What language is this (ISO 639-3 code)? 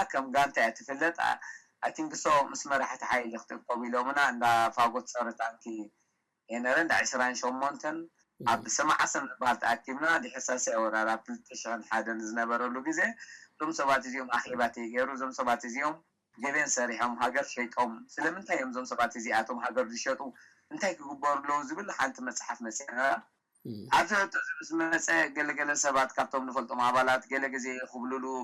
tir